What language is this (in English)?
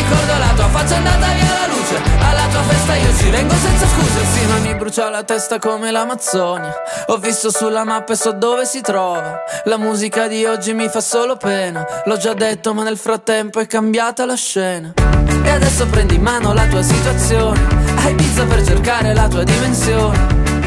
Italian